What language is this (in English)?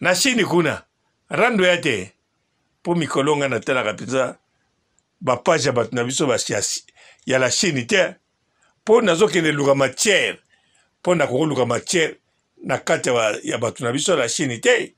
Lingala